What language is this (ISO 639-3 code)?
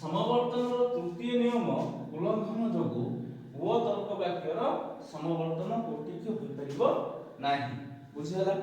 ori